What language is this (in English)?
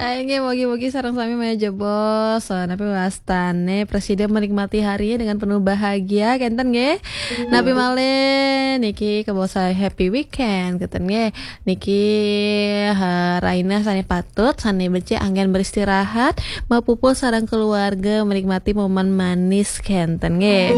Balinese